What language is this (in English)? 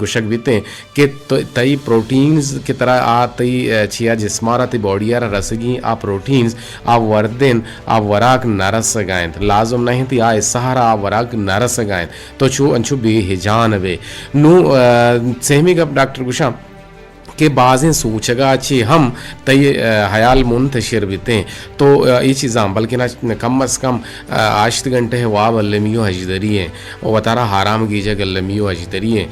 Eastern Balochi